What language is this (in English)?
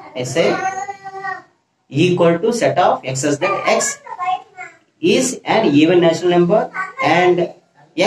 English